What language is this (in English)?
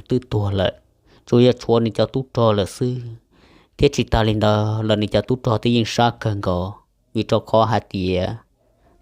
Hmong